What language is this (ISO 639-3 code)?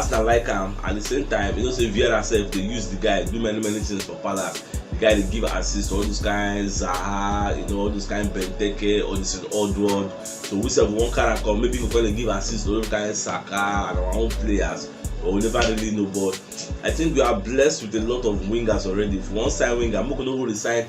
pcm